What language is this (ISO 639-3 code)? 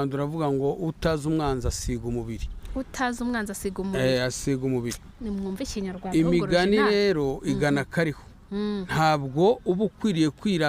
kin